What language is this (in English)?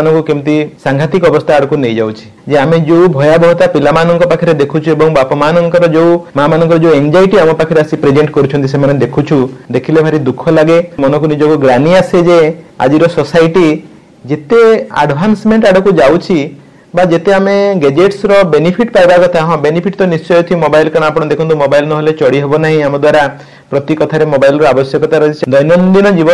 Odia